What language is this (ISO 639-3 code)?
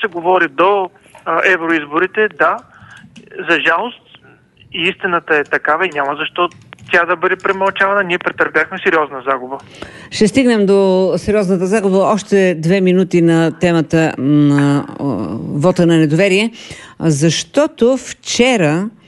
bul